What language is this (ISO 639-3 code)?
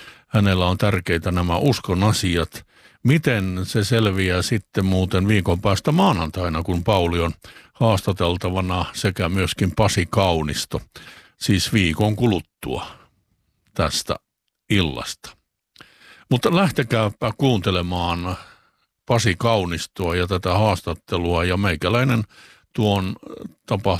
fin